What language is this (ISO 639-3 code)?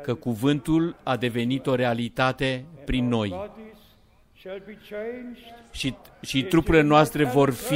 ron